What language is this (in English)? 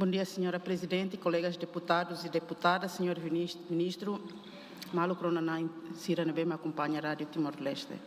Tetum